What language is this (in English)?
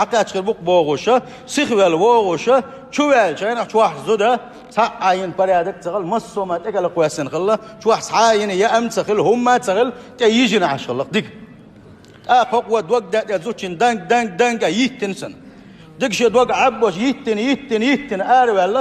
Chechen